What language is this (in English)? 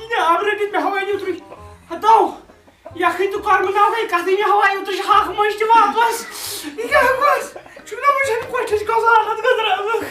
Kashmiri